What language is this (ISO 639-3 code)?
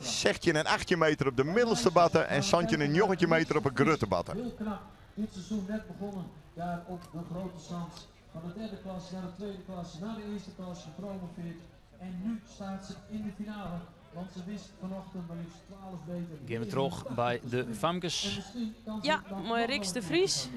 fry